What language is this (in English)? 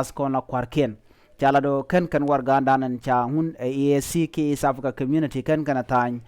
Nuer